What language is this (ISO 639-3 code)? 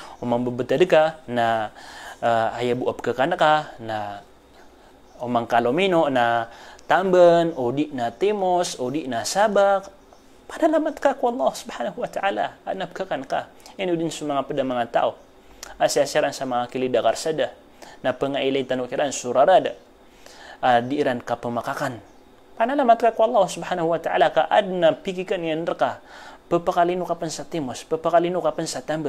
mrw